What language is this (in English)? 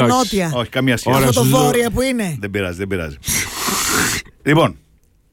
Greek